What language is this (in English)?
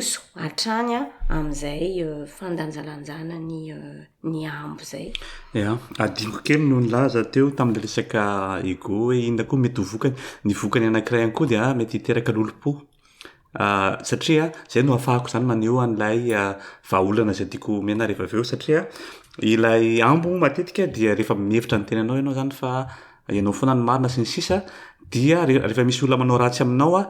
Malagasy